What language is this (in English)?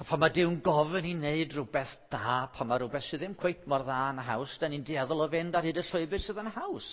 Welsh